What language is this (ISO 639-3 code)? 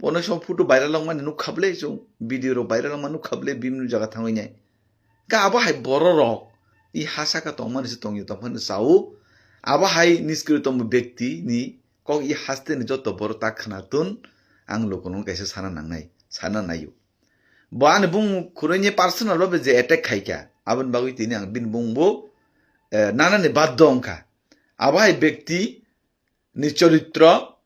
trp